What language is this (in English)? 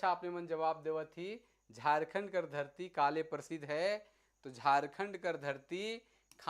Sadri